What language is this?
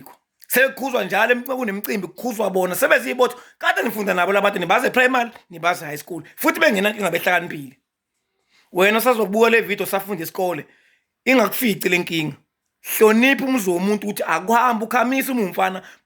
Zulu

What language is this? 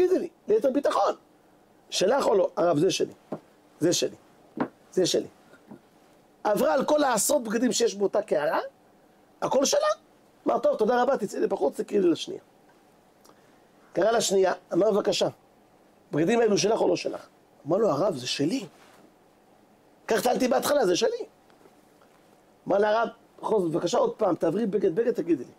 Hebrew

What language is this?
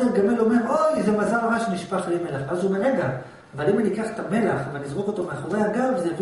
Hebrew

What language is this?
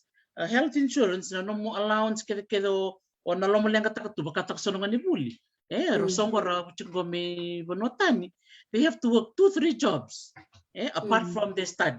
Fijian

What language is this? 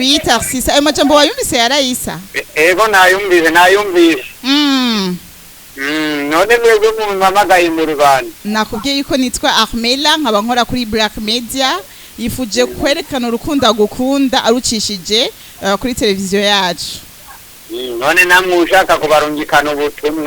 Rundi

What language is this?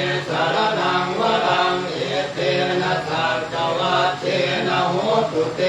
Pali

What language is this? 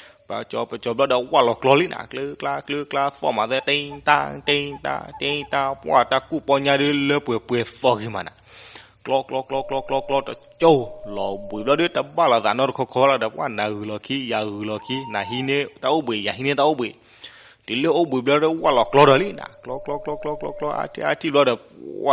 S'gaw Karen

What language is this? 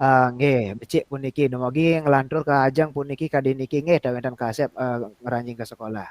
Balinese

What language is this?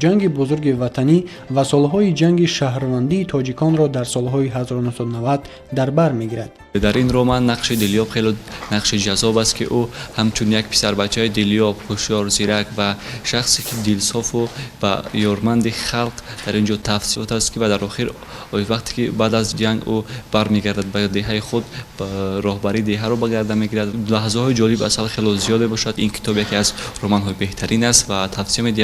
Tajik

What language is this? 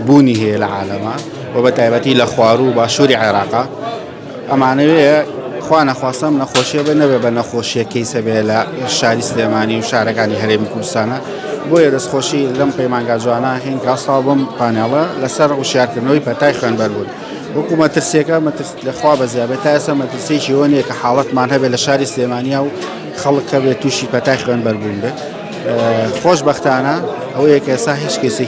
Central Kurdish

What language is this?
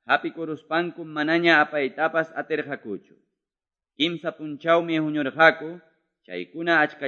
Quechua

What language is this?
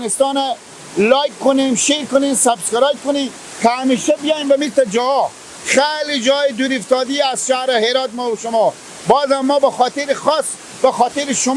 Persian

